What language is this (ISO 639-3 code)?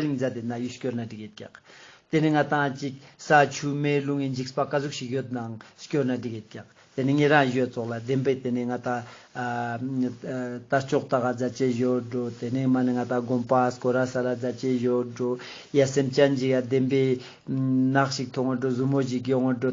lbj